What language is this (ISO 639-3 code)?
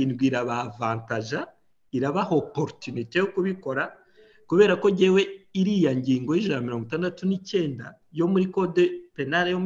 kin